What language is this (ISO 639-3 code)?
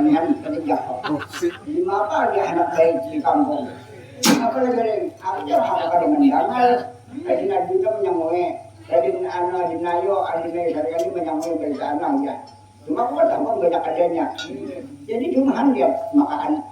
bjn